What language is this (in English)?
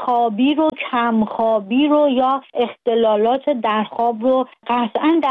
Persian